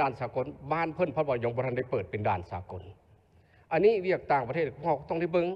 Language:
Lao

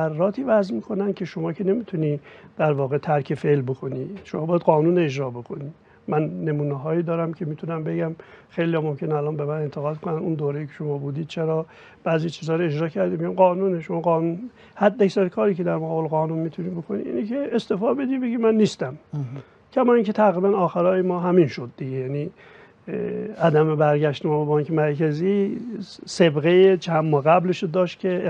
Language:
Persian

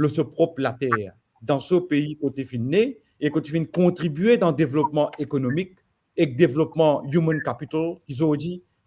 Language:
Morisyen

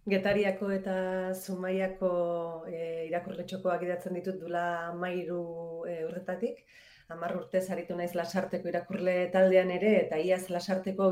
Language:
Basque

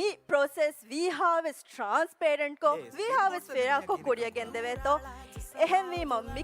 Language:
Divehi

